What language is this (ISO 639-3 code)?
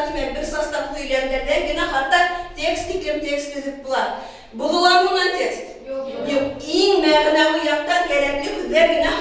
bak